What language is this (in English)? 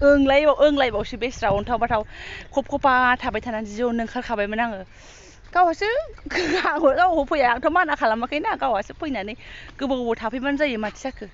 Bodo